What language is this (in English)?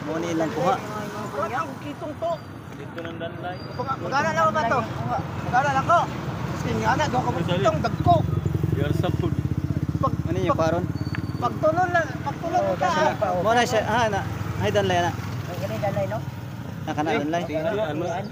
Cebuano